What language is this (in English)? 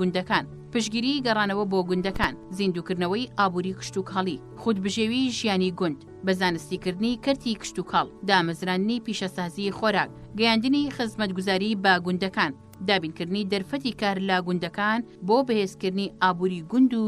Central Kurdish